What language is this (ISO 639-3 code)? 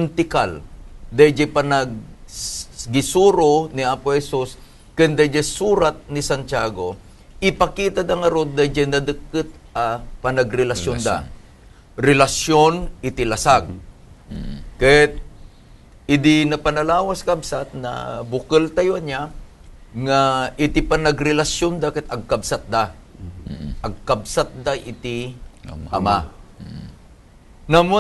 ilo